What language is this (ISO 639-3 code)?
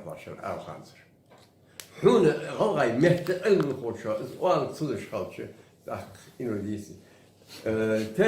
inh